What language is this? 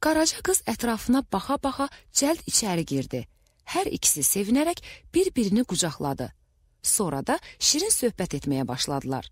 Azerbaijani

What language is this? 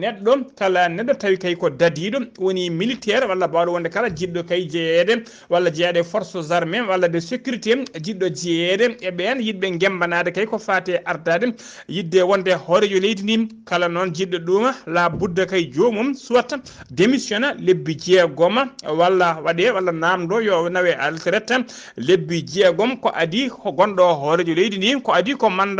Fula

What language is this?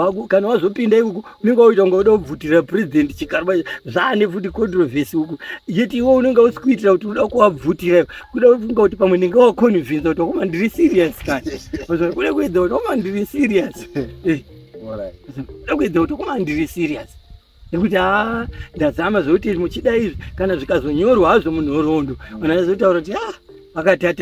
Shona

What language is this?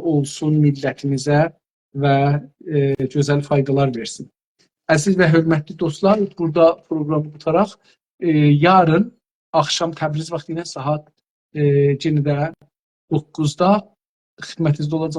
South Azerbaijani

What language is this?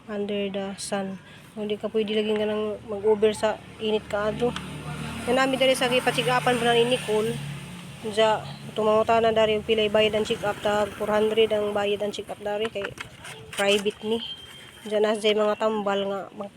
Cebuano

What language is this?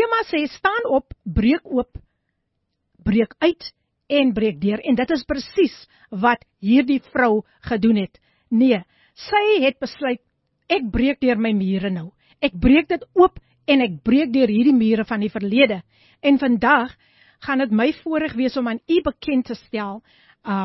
Afrikaans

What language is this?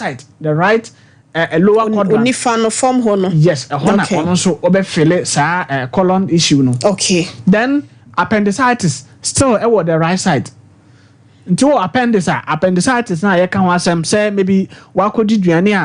Akan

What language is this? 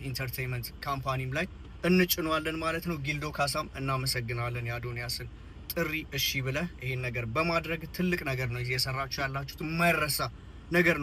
Amharic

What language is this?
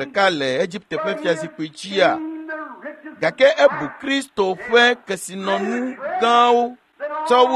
Ewe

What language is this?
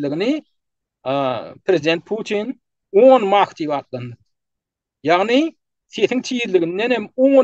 Turkmen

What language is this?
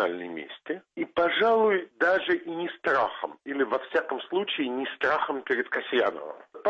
Russian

